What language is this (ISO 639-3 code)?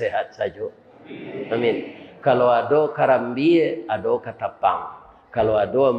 min